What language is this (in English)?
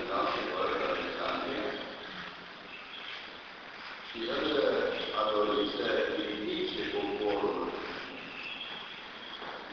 Romanian